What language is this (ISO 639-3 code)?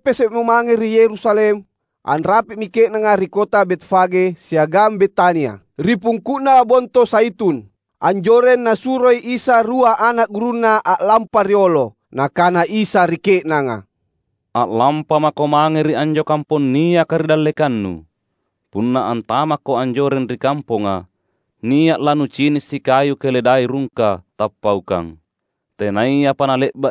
mak